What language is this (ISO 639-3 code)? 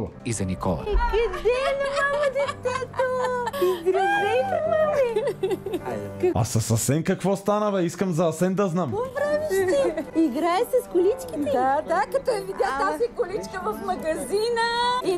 bul